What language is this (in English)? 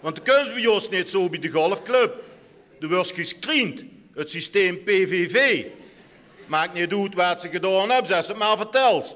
Limburgish